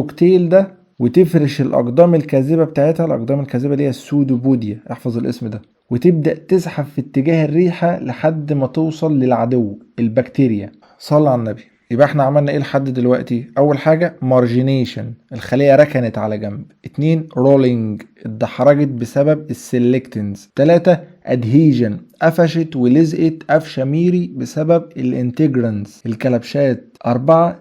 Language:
Egyptian Arabic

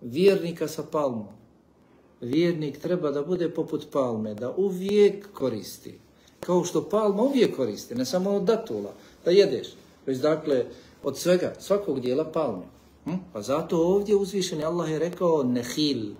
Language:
Bosnian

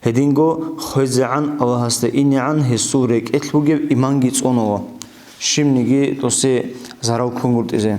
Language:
Avaric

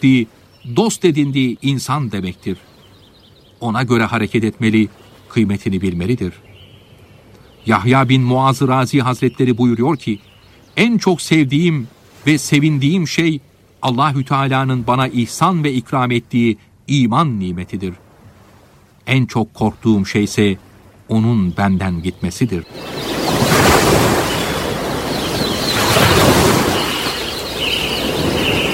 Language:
Turkish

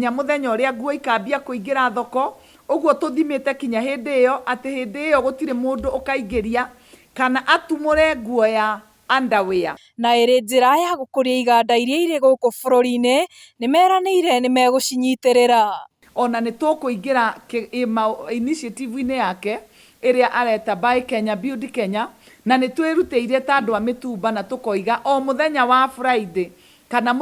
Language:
Kikuyu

